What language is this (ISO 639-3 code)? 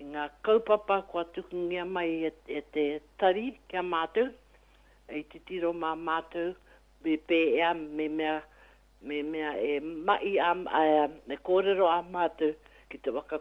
mri